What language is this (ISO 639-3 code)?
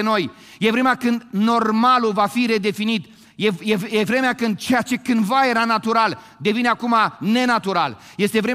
ron